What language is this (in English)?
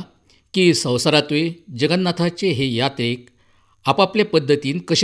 Konkani